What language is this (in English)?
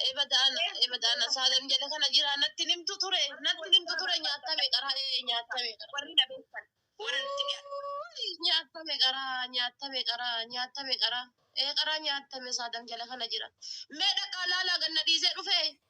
Oromo